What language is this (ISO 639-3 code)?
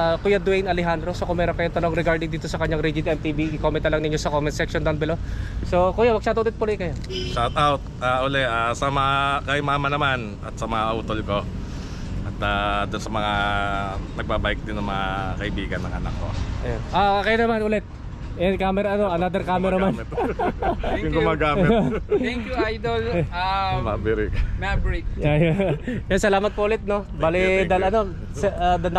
fil